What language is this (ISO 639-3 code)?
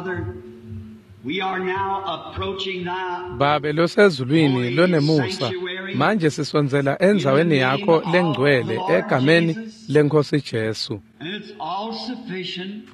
ssw